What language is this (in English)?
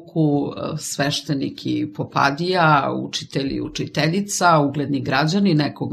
Serbian